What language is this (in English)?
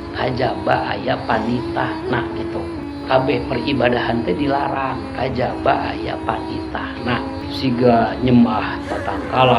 Sundanese